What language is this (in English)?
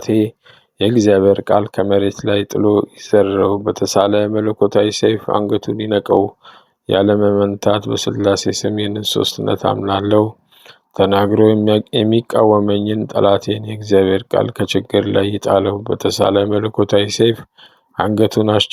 Amharic